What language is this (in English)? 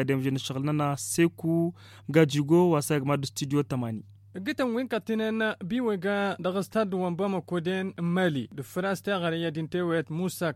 Hausa